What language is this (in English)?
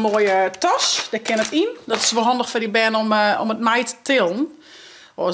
Western Frisian